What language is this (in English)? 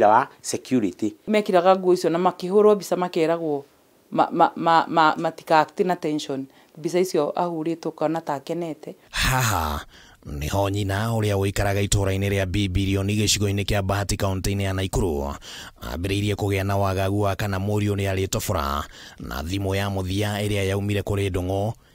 Kikuyu